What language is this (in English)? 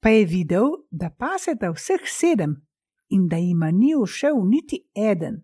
Slovenian